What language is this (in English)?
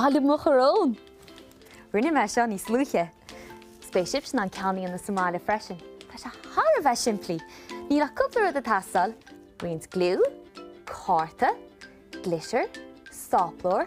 Irish